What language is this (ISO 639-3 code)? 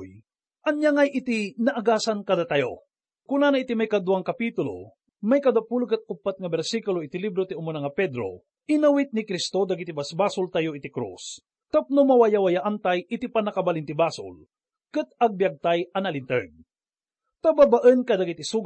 ilo